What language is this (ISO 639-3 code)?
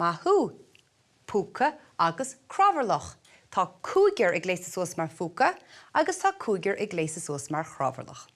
gle